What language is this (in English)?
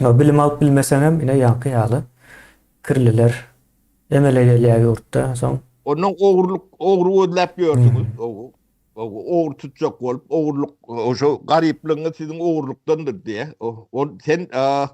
Turkmen